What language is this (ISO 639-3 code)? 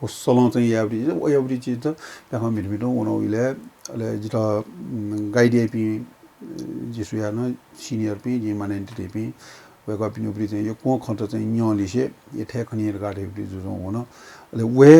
new